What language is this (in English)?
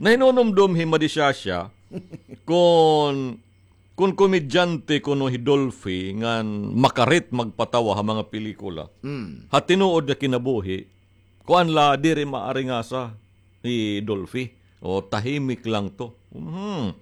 Waray